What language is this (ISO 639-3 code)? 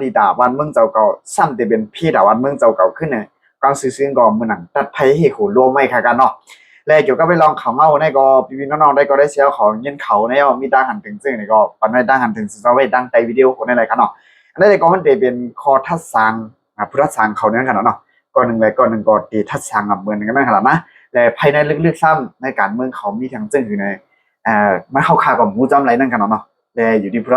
shn